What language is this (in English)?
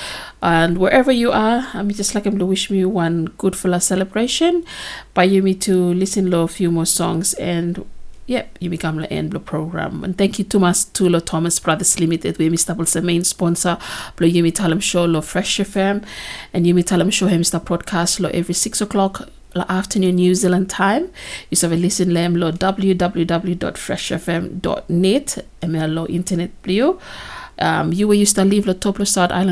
Bislama